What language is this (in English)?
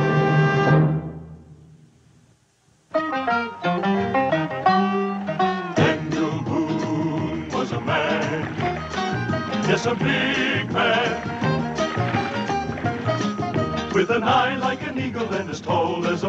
English